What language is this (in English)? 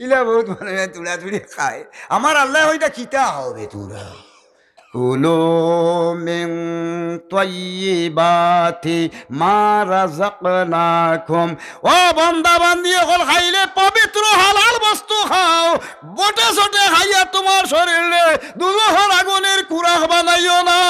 Sylheti